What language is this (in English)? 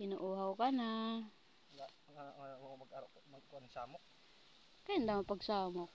Waray